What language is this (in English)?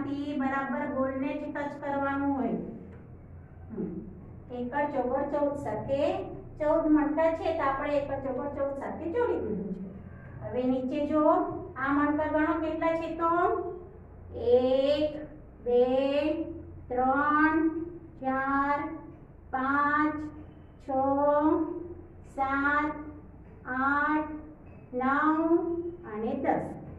Gujarati